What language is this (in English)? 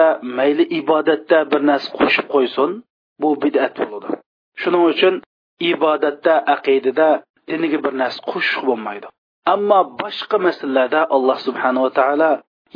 Uyghur